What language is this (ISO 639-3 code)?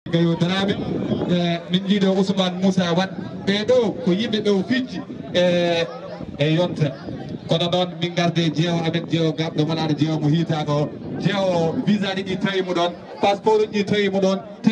ful